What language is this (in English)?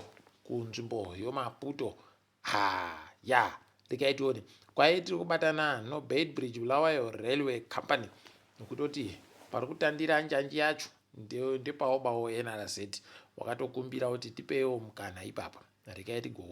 Ndau